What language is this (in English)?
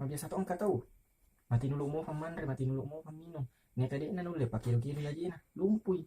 Buginese